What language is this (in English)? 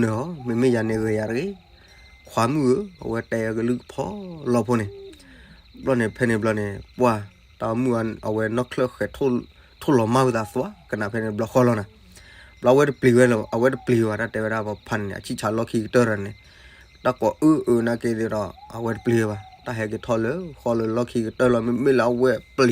S'gaw Karen